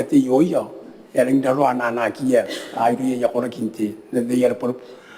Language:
Gilbertese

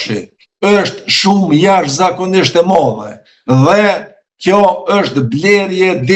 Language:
Albanian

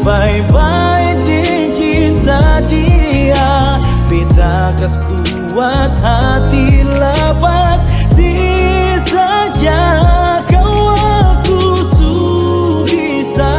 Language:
Ambonese Malay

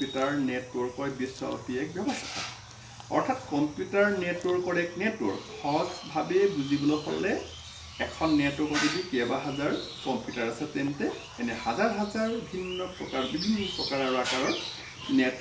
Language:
Assamese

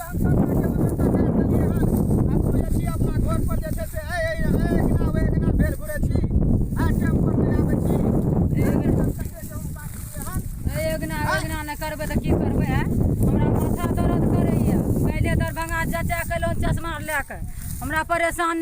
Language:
Maithili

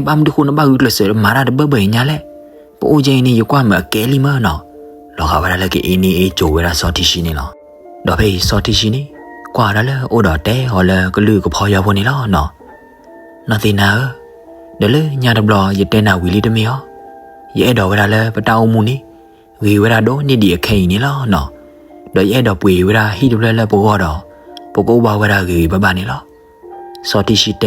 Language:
S'gaw Karen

